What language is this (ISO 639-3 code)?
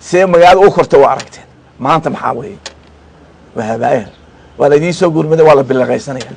som